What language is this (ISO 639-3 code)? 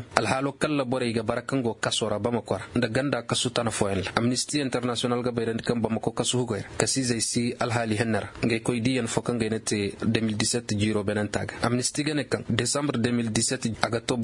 ses